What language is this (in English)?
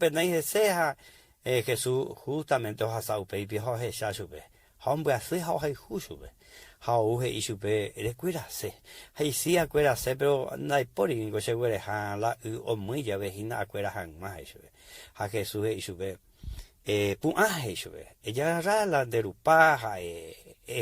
Guarani